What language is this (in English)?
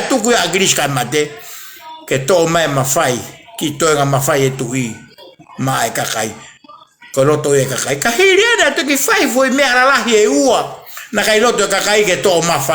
Tongan